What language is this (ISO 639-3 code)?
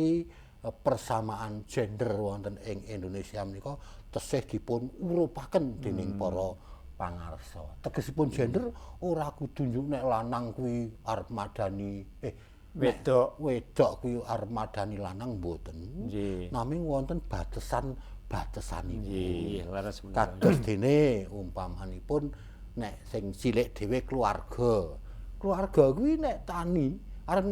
jav